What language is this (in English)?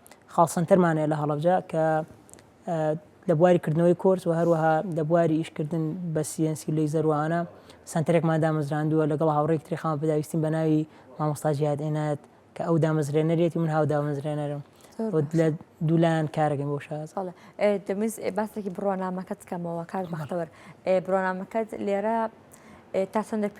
Central Kurdish